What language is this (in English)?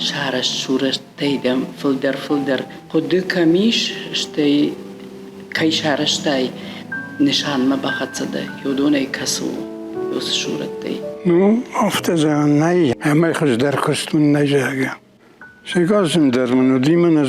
Ossetic